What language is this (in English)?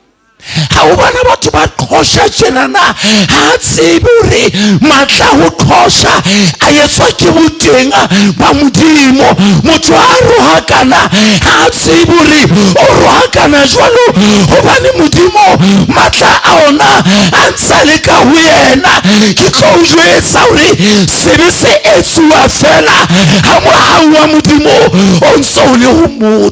Southern Sotho